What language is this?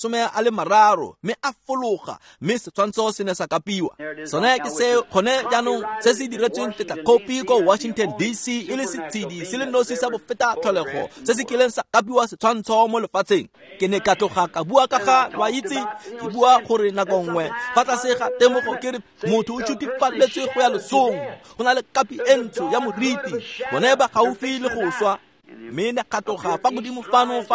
Tswana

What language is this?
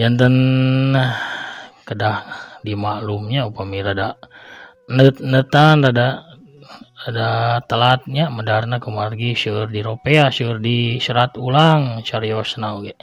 Sundanese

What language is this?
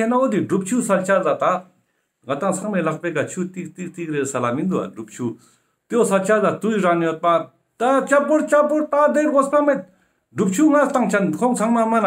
Ladakhi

